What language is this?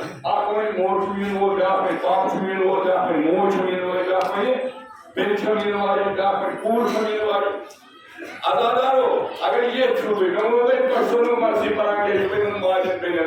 Kashmiri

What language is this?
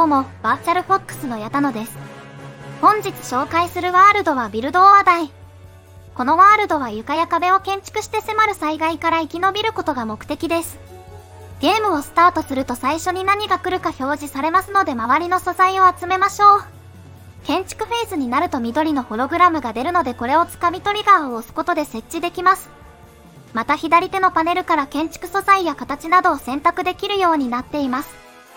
Japanese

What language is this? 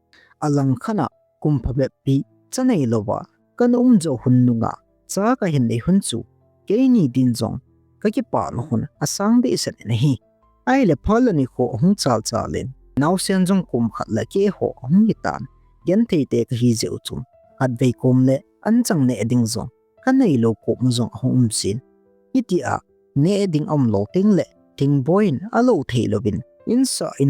Thado Chin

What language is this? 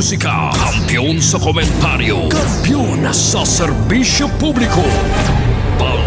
Hiligaynon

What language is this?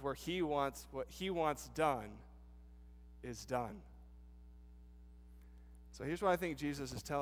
English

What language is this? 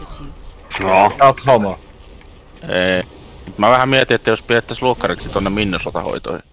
Finnish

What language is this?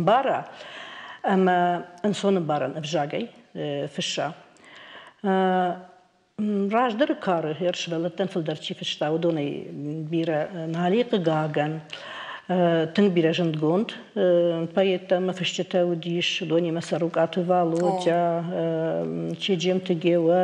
Ossetic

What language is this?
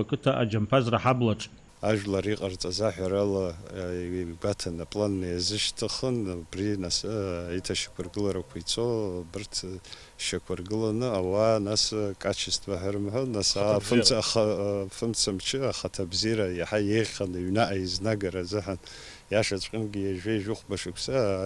Abkhazian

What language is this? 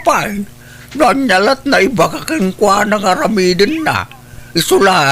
Iloko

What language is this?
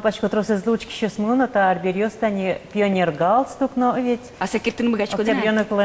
Udmurt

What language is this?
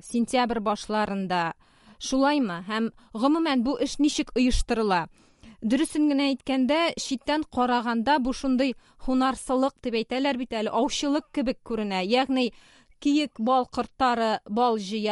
Tatar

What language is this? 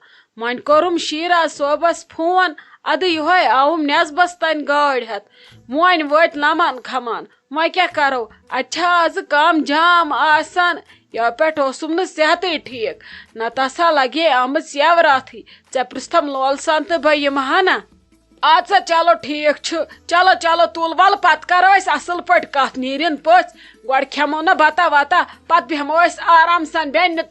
Kashmiri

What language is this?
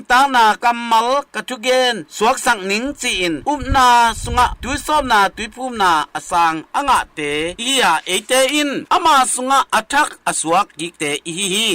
Tedim Chin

